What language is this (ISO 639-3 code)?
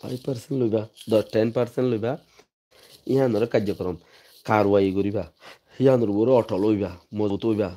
rhg